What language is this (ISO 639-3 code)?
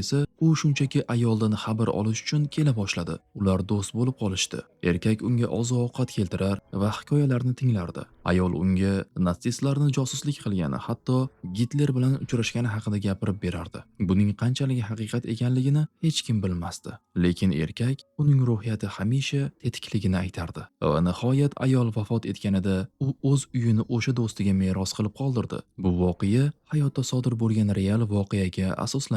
uzb